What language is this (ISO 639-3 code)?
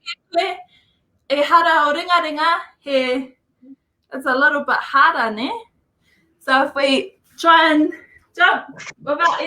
mri